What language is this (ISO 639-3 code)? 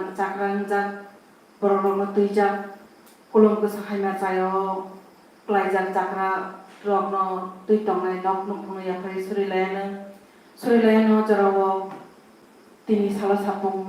trp